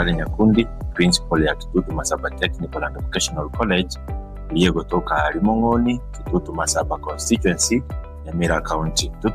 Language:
Gusii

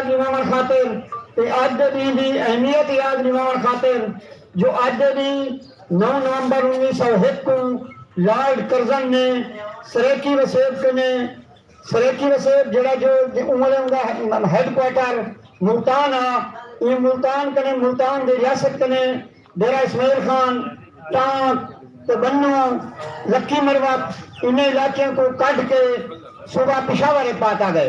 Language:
Saraiki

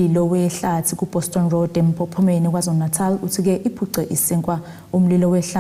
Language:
Zulu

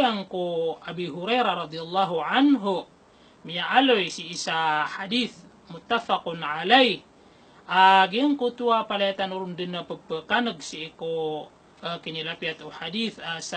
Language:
Maranao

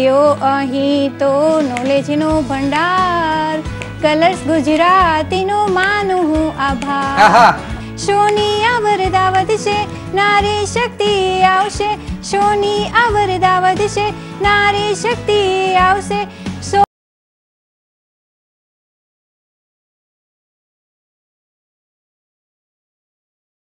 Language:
Gujarati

